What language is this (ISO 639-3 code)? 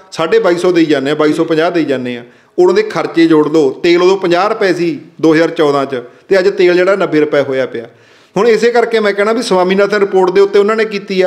pan